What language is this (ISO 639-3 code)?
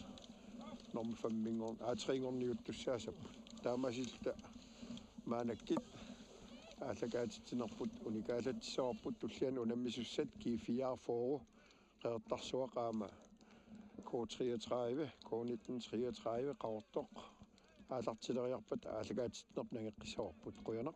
kal